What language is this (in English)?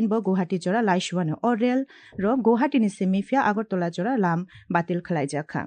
Kok Borok